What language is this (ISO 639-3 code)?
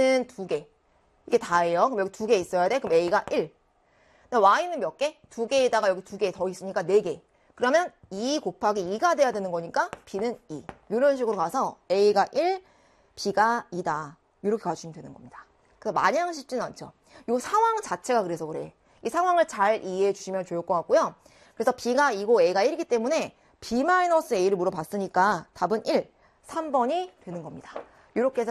kor